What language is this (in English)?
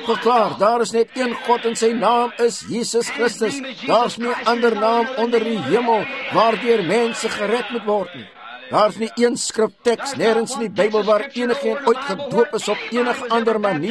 Afrikaans